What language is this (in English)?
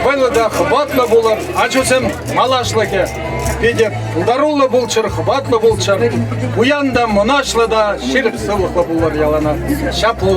Chuvash